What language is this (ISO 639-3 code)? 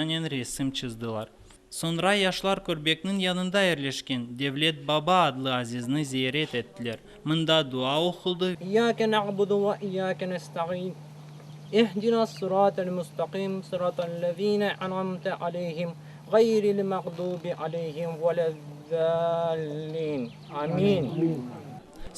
crh